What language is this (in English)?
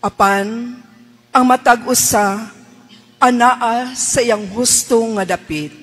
Cebuano